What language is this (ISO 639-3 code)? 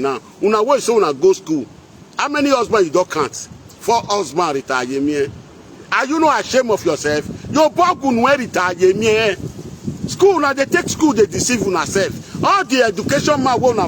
pcm